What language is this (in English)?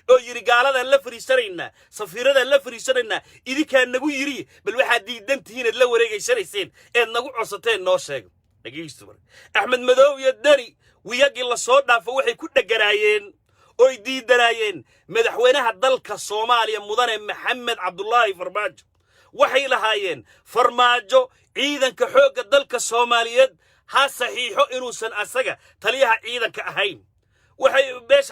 Somali